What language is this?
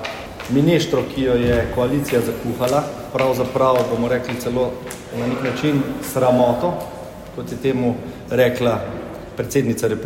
Slovenian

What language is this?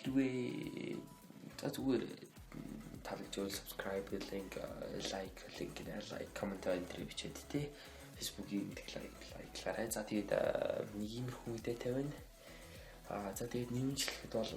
Mongolian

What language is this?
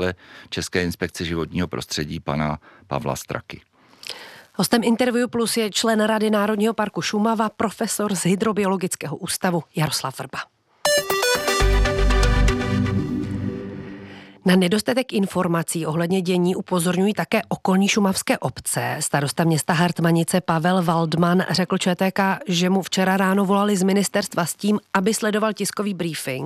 Czech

